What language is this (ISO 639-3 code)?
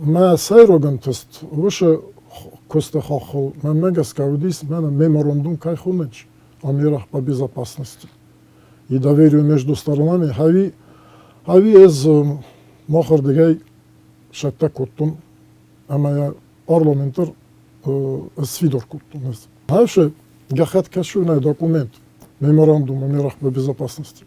oss